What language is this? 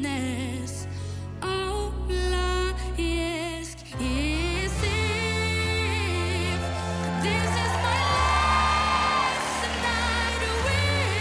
English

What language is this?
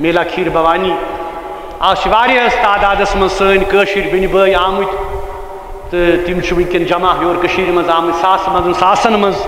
Kashmiri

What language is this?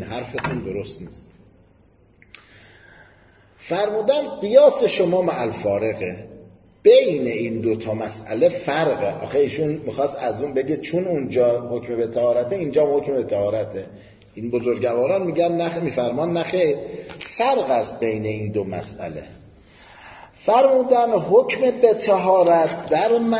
Persian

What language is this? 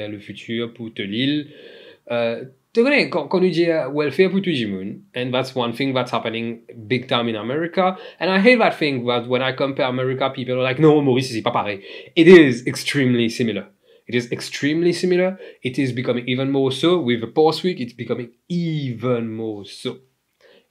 Morisyen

